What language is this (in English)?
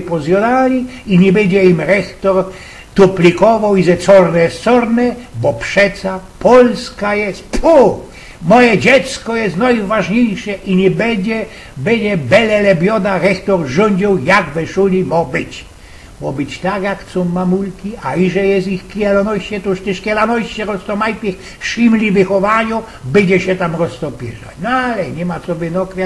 Silesian